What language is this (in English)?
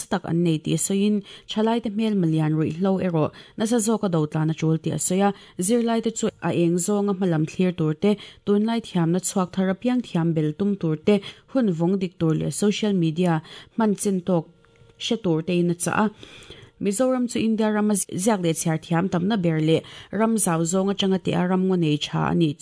Mizo